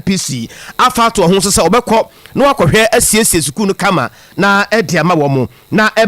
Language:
Akan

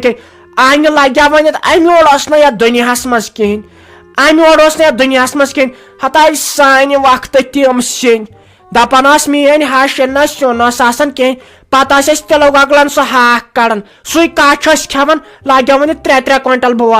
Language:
Kashmiri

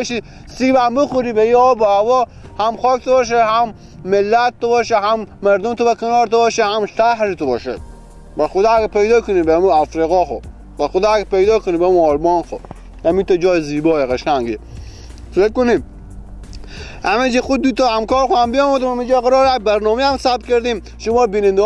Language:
Persian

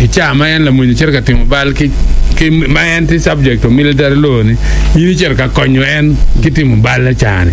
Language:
Acoli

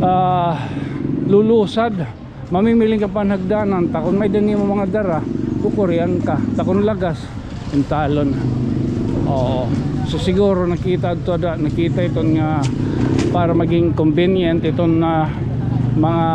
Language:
Waray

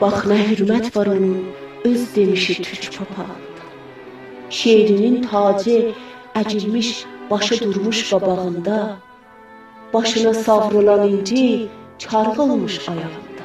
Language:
South Azerbaijani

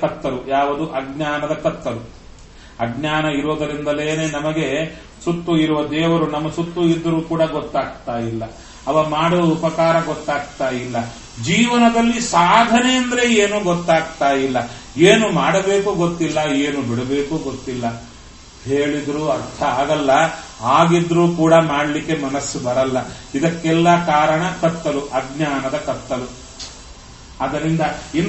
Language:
Kannada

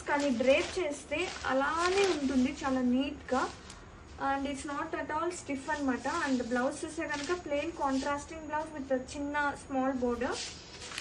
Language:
Telugu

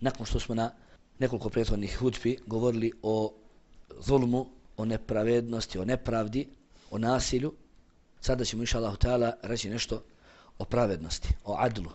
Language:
Bosnian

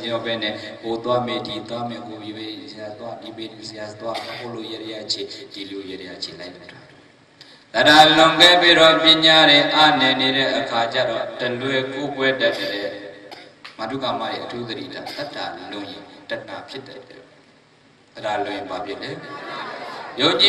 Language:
Burmese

